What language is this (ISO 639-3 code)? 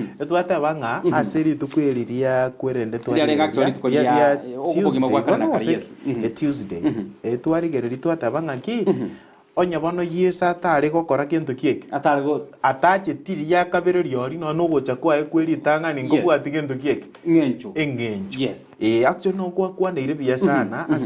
guz